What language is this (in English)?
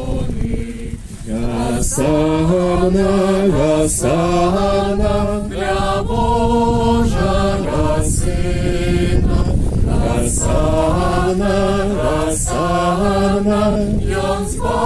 Belarusian